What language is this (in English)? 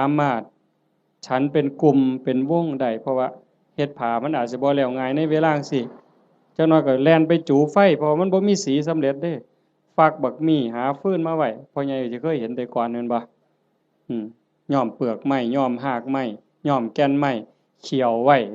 Northeastern Thai